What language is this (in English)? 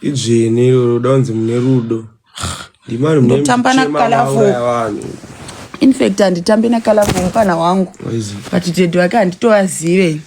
Shona